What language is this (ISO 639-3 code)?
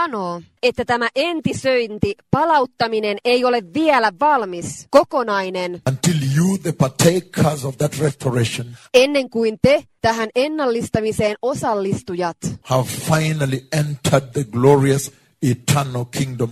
fin